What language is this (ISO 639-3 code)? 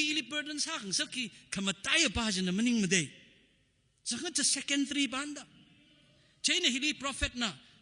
nmf